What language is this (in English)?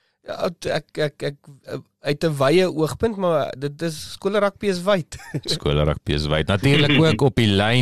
Afrikaans